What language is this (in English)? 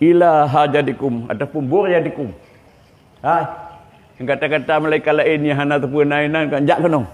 Achinese